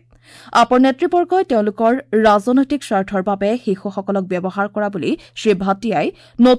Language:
Assamese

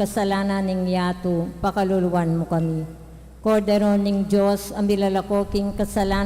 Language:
Pampanga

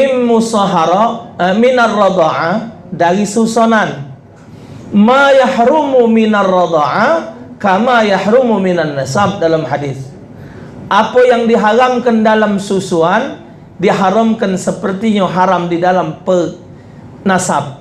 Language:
Musi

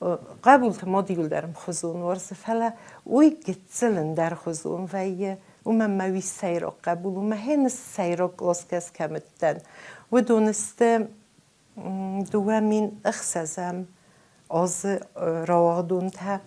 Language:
Ossetic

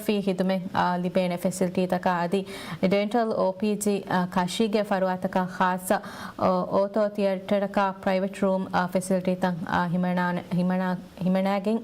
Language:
Divehi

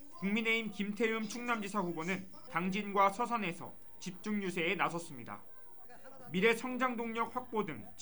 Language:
Korean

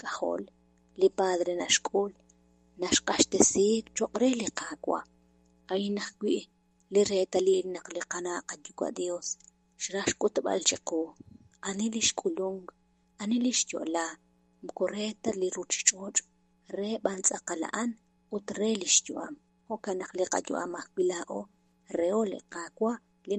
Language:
Kekchí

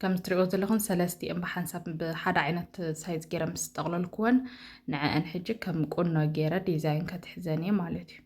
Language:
Tigrinya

